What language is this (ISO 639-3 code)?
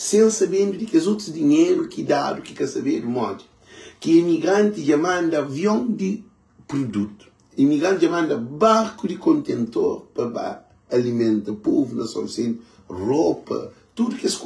kea